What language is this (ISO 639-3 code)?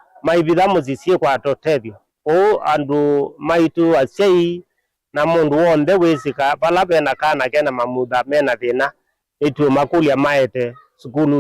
kam